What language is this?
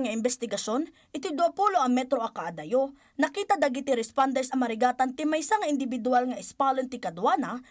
Iloko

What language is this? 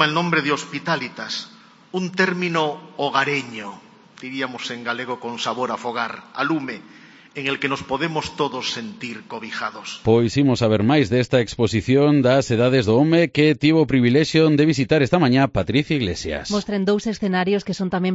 Galician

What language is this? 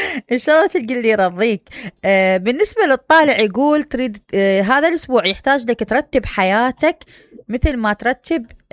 Mesopotamian Arabic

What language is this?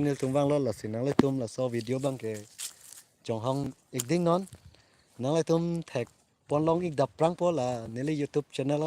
Karbi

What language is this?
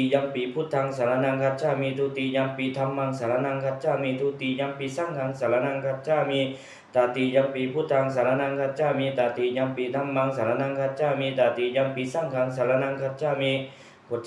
Pali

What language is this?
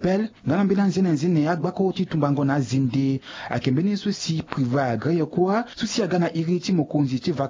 Sango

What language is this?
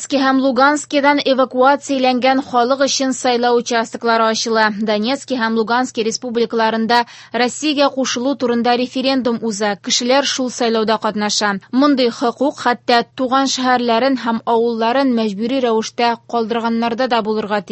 Tatar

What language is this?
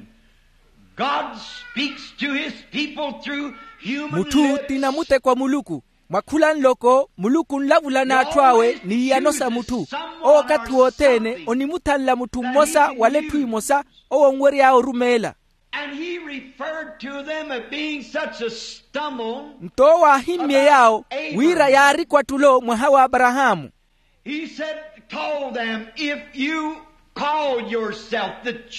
Makhuwa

